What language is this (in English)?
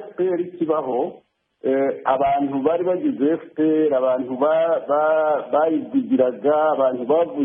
Kinyarwanda